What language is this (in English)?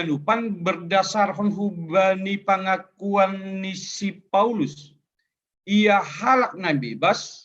Batak Simalungun